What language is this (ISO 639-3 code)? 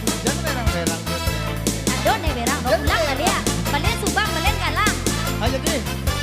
min